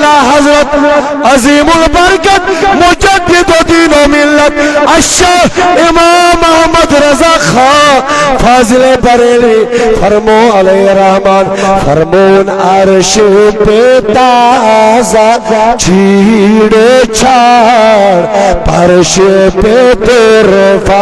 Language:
Kashmiri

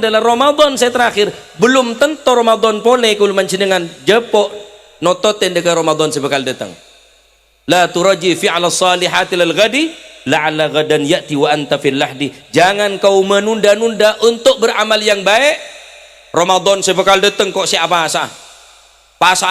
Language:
Madurese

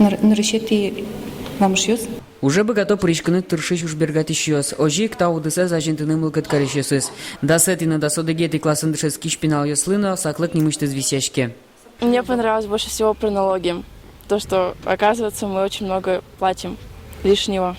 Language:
Udmurt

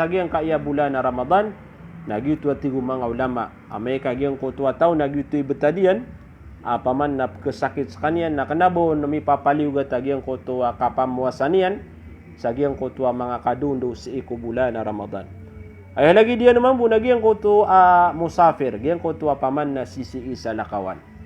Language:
Maranao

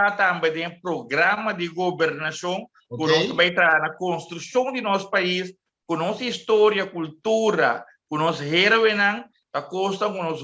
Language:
Papiamento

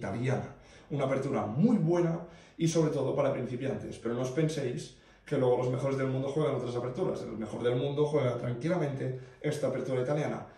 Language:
Spanish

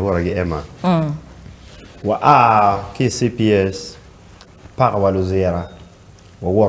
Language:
Acoli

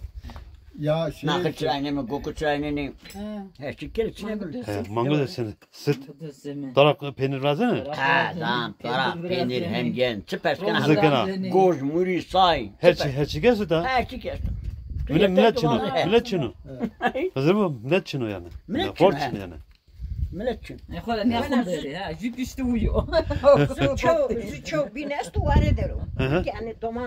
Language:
Zaza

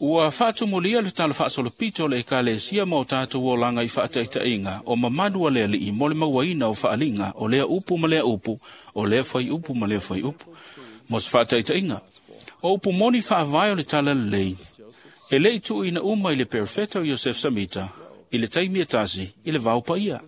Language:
Samoan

